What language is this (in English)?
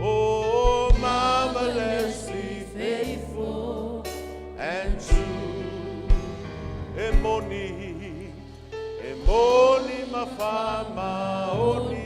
Samoan